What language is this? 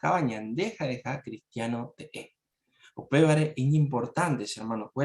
Guarani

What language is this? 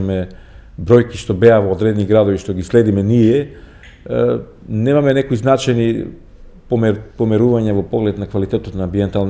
Macedonian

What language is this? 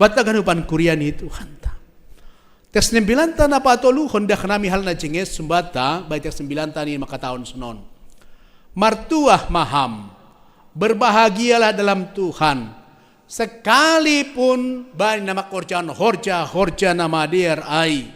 Batak Simalungun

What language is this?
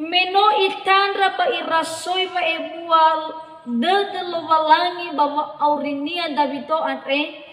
Nias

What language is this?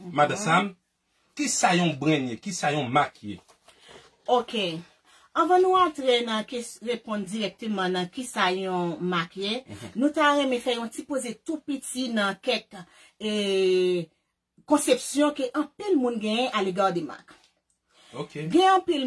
Haitian Creole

